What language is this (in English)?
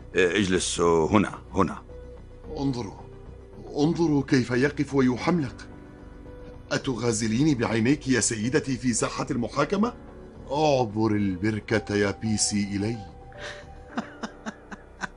Arabic